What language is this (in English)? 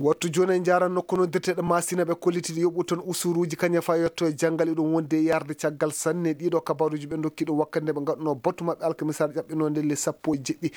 Maasina Fulfulde